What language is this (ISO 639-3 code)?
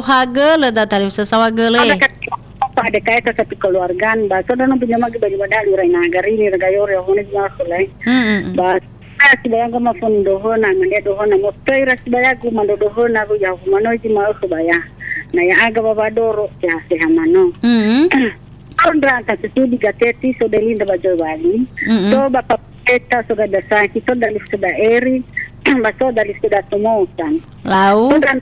nia